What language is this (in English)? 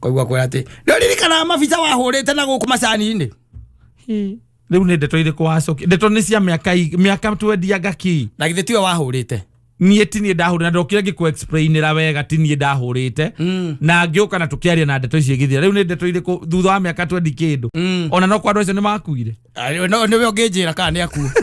Kikuyu